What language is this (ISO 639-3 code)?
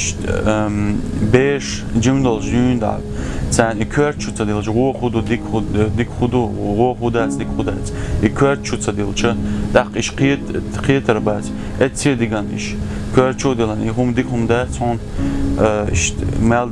che